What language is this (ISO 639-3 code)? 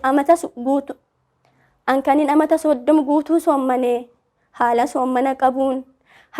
orm